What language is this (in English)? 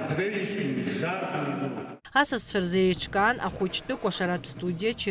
Abkhazian